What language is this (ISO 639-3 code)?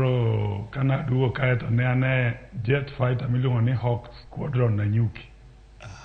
luo